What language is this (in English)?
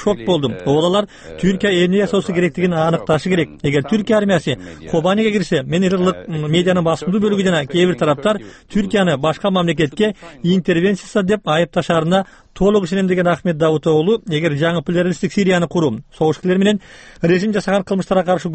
Kyrgyz